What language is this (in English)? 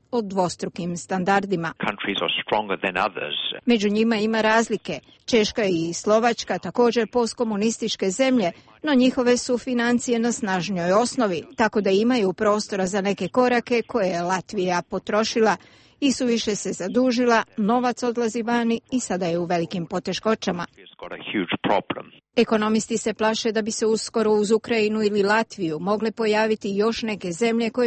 Croatian